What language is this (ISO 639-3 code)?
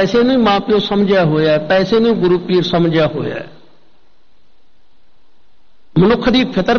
pan